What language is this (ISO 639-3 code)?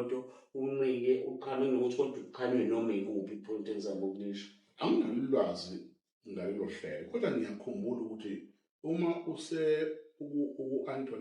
zul